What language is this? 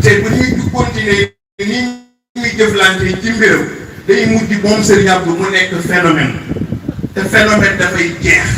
Wolof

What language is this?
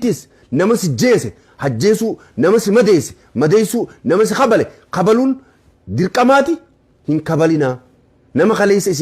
Oromo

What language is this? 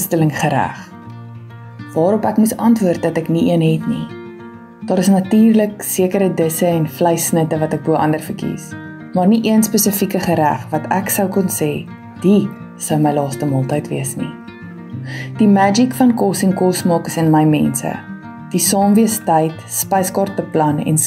Afrikaans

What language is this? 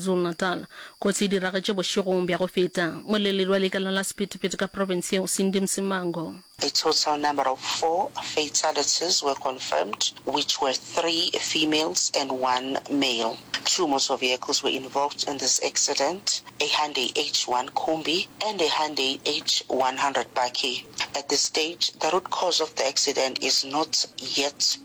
Northern Sotho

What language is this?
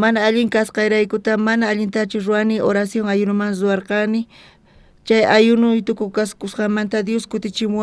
South Bolivian Quechua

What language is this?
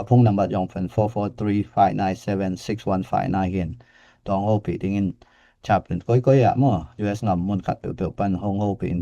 Tedim Chin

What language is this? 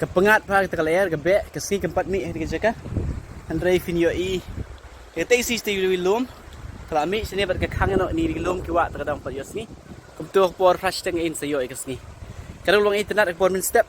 Khasi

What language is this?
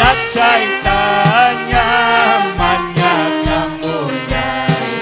Ayacucho Quechua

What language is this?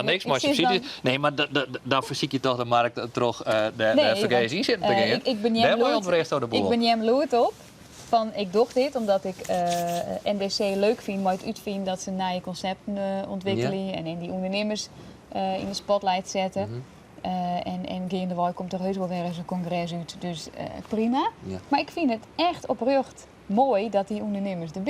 Western Frisian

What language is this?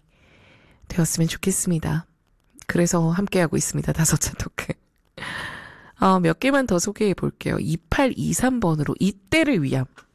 Korean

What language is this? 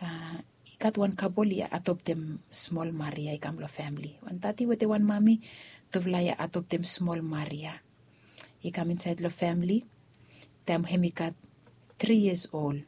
Bislama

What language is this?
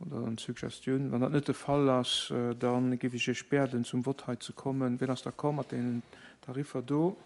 Luxembourgish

